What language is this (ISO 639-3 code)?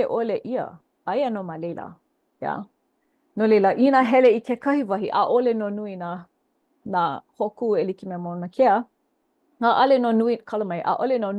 haw